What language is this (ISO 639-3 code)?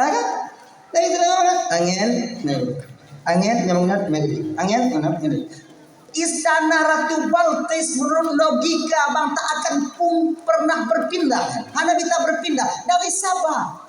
ace